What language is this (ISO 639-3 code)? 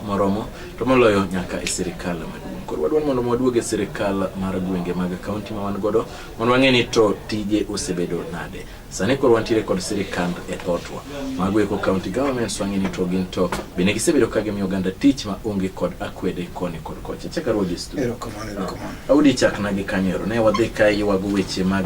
luo